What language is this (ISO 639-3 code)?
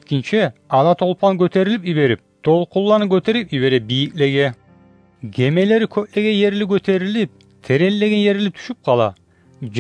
kum